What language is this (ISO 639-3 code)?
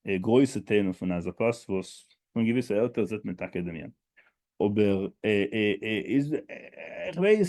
yid